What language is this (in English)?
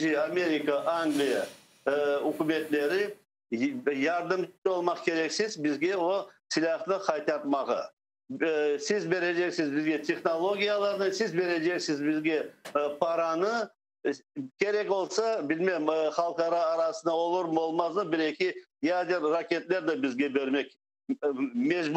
Crimean Tatar